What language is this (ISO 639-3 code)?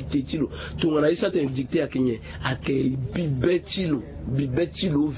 sag